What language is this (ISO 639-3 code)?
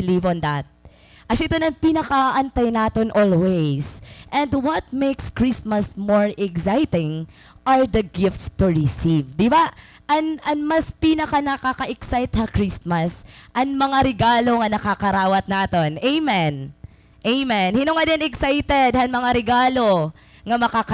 war